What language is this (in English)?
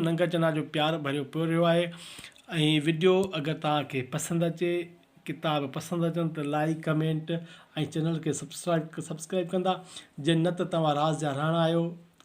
Sindhi